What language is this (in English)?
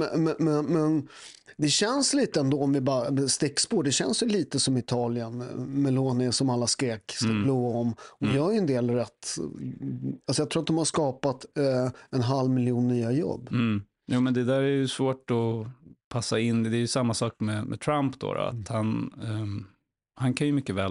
Swedish